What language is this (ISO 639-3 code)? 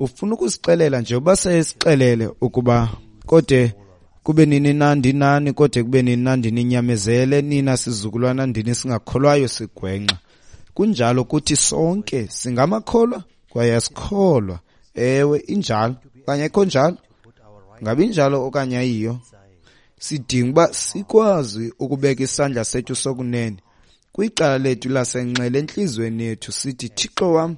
xho